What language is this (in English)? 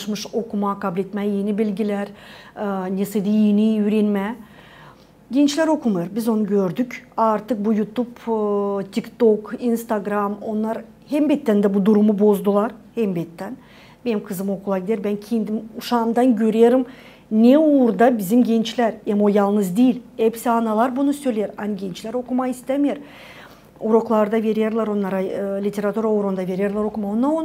Gagauz